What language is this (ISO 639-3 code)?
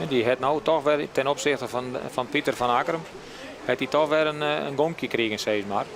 fry